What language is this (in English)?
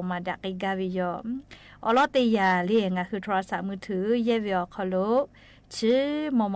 Lahu